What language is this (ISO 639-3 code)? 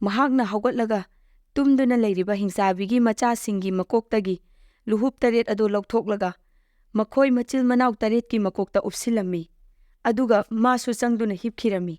mni